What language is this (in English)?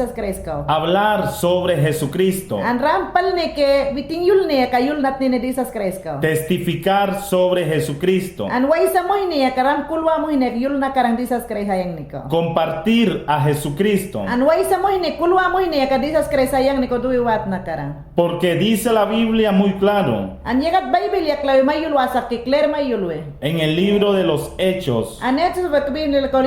Mayangna